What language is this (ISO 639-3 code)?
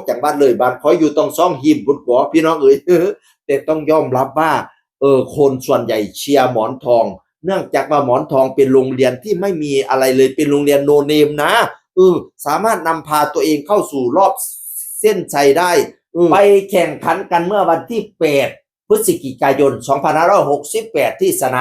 tts